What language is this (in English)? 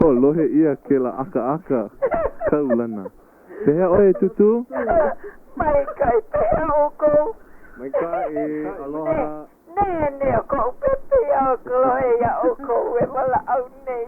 Hawaiian